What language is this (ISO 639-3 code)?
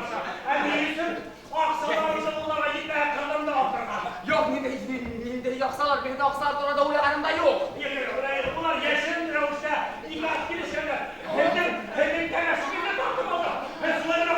bak